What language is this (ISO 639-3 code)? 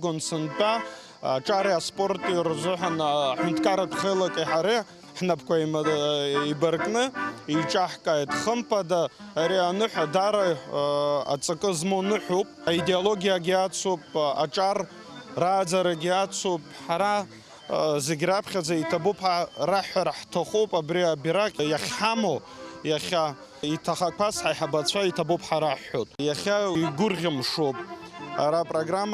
abk